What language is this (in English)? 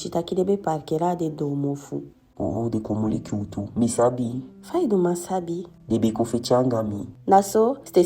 Eastern Maroon Creole